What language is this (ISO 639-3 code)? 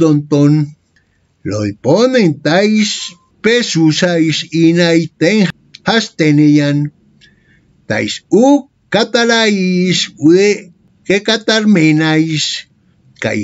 grc